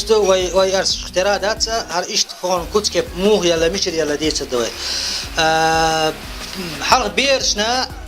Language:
Chechen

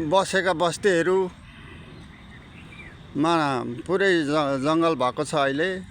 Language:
Nepali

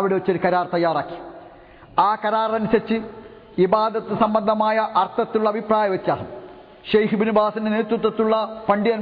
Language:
Malayalam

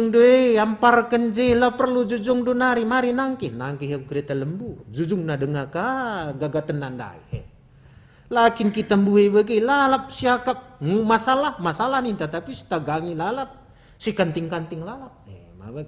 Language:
Batak Karo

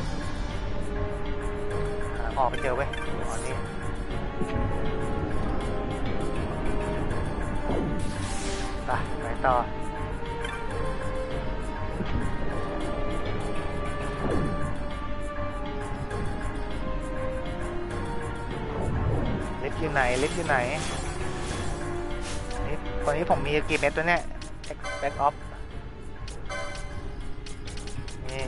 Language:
Thai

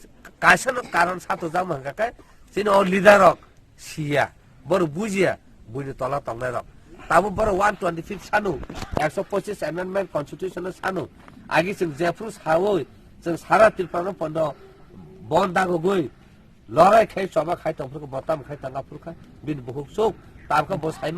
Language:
Kok Borok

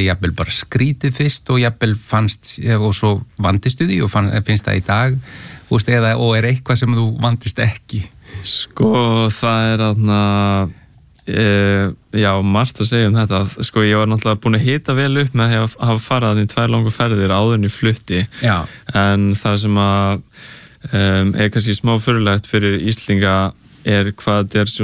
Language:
Icelandic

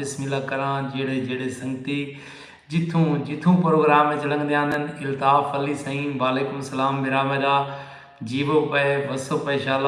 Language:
Saraiki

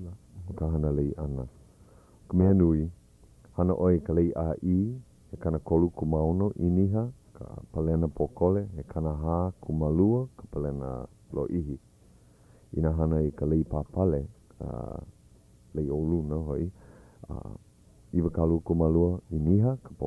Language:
Hawaiian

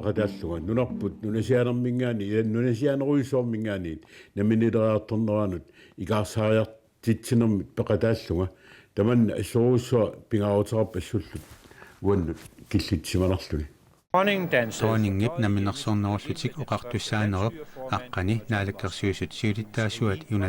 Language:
Kalaallisut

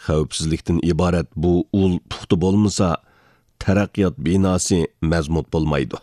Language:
Uyghur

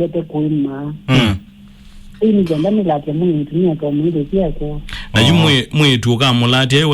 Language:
Kamba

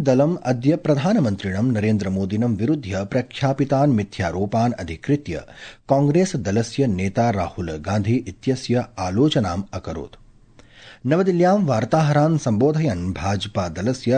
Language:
Sanskrit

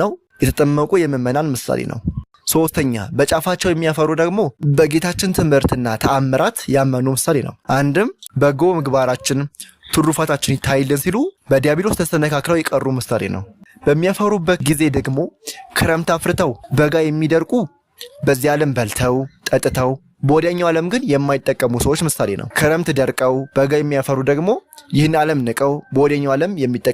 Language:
Amharic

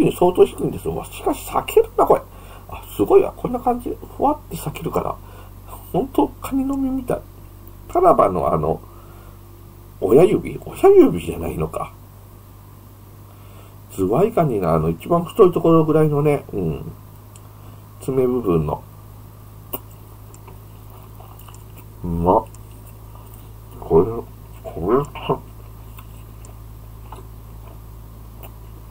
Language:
Japanese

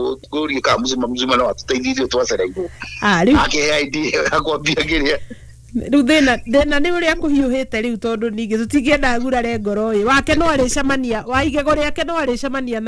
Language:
Kikuyu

